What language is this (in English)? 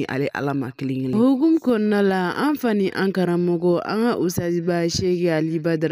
Bambara